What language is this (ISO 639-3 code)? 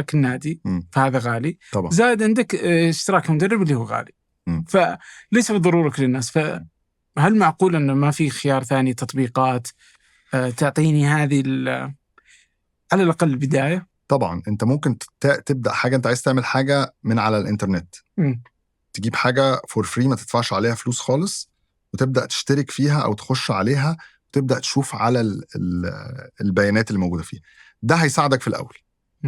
arz